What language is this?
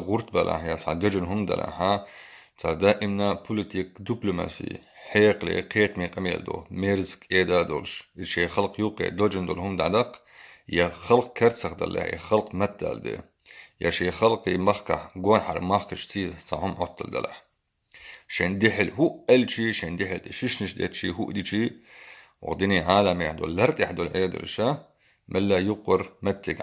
Chechen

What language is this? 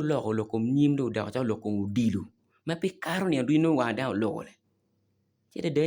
Acoli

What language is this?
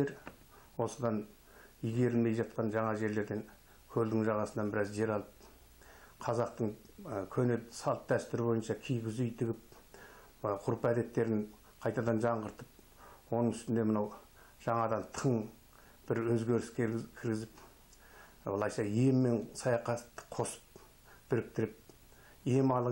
Kazakh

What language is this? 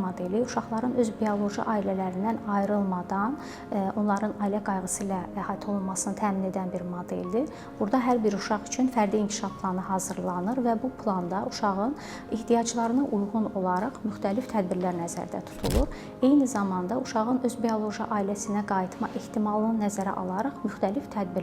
Azerbaijani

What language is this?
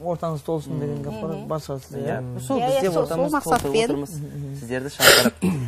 Kara-Kalpak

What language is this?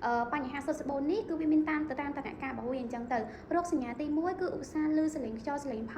Khmer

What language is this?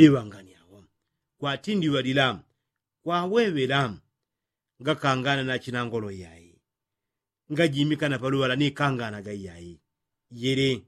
Yao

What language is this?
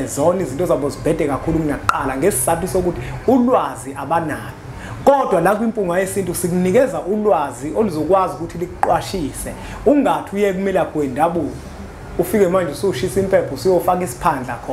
Zulu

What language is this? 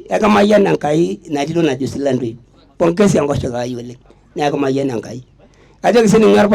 Masai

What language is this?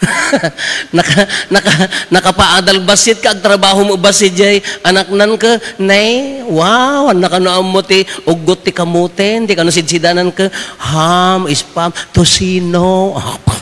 Iloko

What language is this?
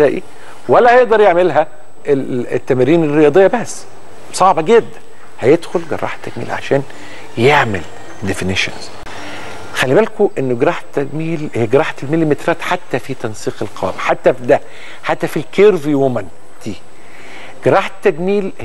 Egyptian Arabic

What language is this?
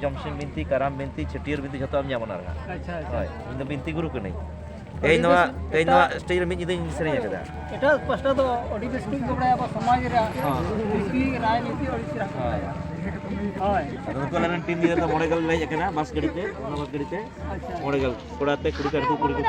Santali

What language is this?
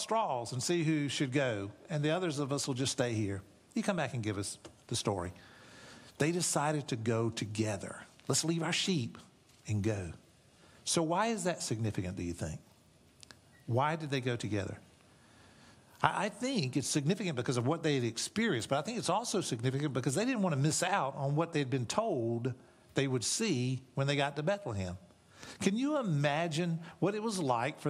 English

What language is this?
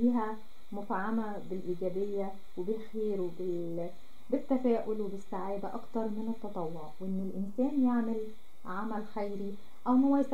Egyptian Arabic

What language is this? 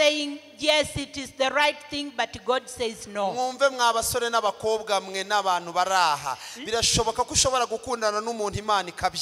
Kinyarwanda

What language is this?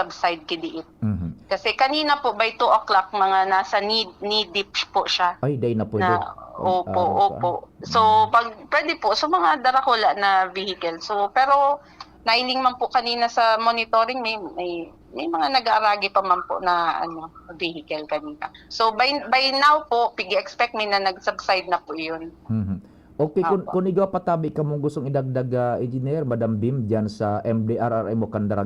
Bikol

